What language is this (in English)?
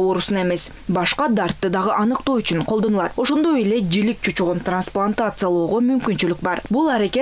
Kyrgyz